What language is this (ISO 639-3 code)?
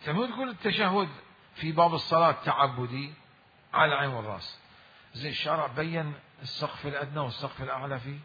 acm